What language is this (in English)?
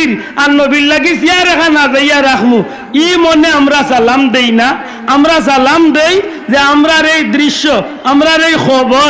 Sylheti